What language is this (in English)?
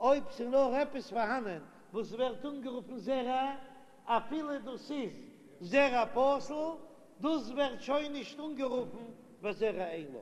Yiddish